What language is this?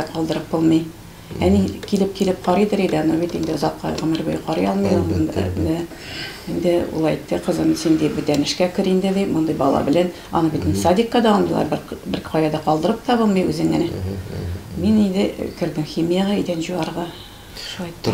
Tatar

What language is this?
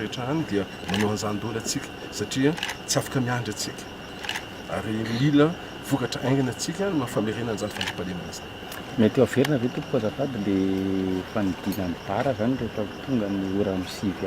Malagasy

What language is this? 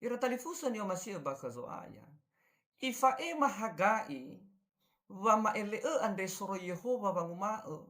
Nias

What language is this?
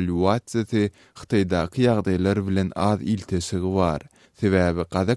Turkmen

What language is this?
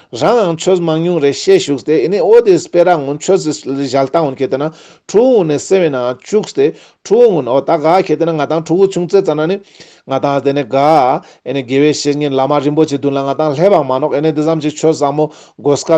Ladakhi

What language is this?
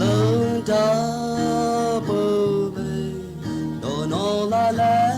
Lahu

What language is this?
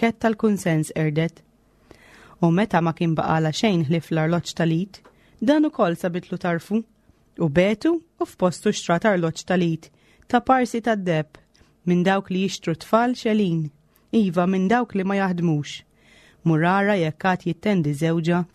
Maltese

